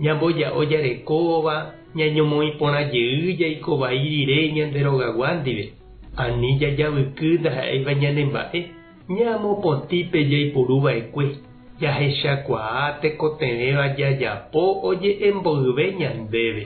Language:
Guarani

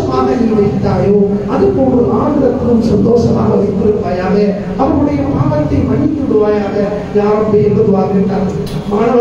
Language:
Tamil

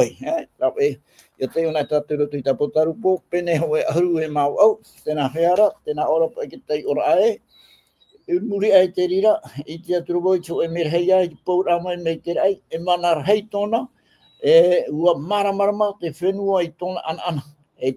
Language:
Tahitian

